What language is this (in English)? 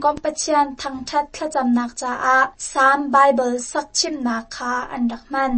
Hakha Chin